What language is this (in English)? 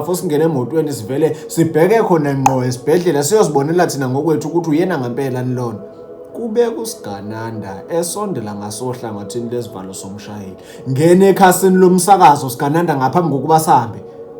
Zulu